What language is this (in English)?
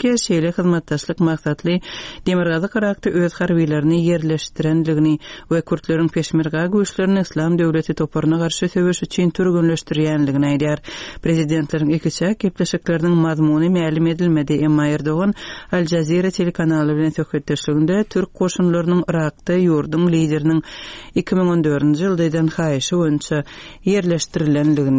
Turkmen